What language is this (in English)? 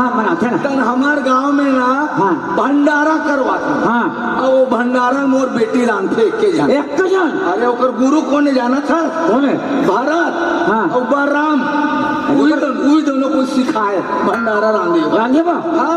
Chhattisgarhi